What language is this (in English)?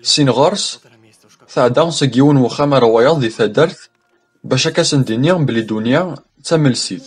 Kabyle